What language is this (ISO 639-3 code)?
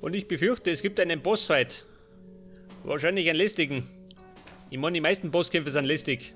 bar